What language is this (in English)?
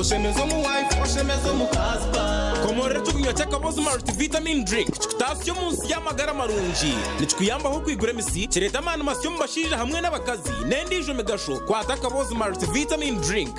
Nyankole